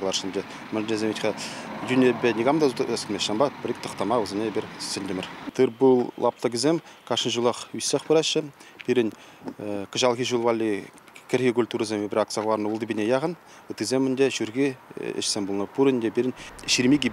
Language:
Chuvash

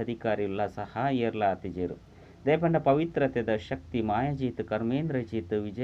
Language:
Tulu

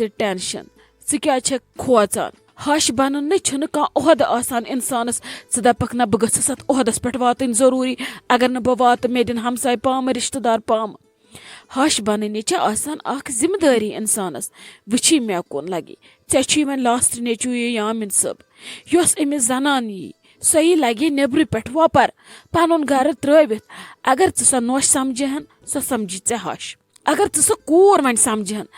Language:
Kashmiri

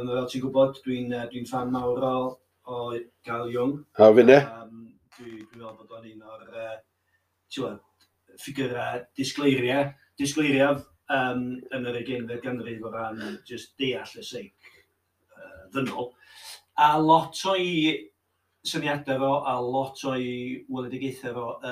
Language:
Welsh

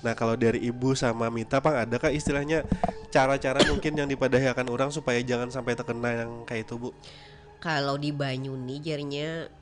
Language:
Banjar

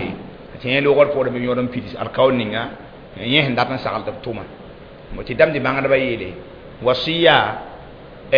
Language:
Mossi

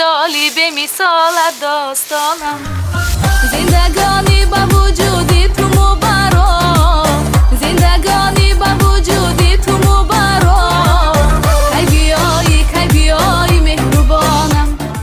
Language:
Tajik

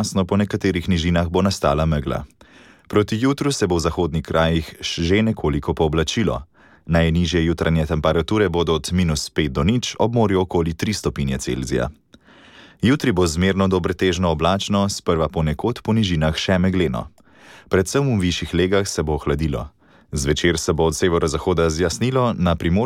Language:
Slovenian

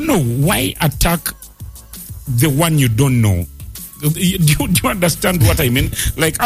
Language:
English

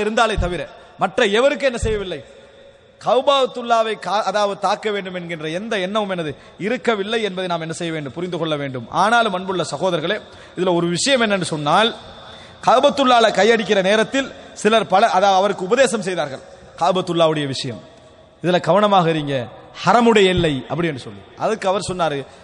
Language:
Tamil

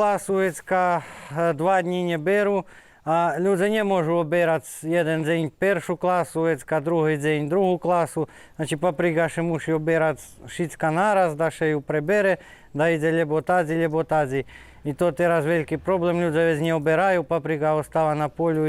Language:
Rusyn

